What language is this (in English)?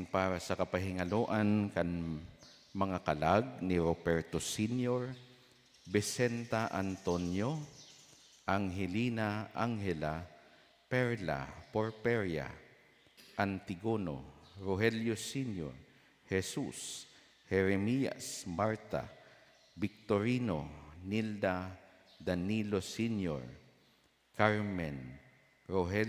Bikol